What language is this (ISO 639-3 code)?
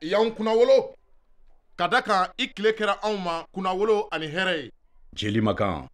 bam